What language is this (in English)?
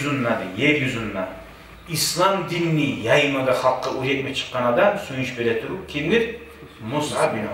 Kumyk